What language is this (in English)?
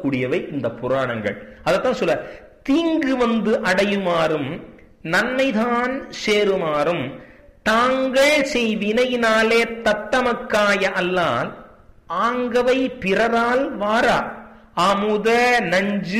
Tamil